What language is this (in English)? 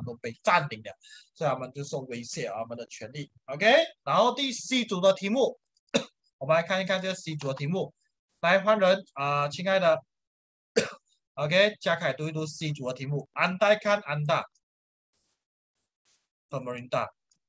Chinese